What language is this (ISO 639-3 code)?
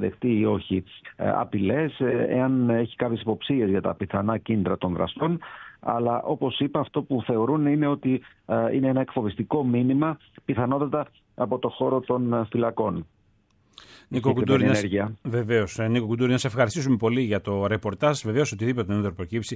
ell